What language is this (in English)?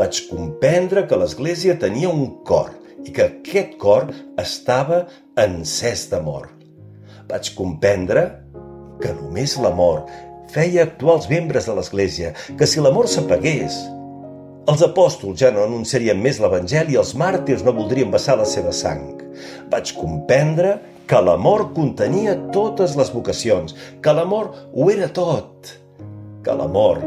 Catalan